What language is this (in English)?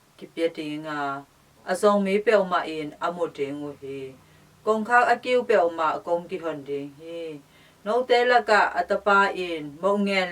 Tedim Chin